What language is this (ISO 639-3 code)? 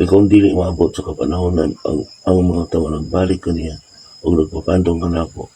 ceb